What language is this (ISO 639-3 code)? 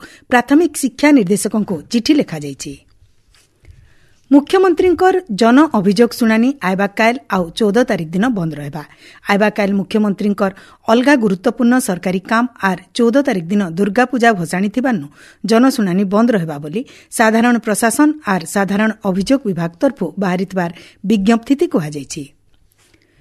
ori